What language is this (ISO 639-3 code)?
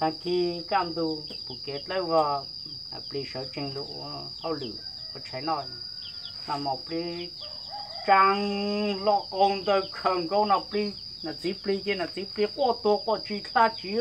hmn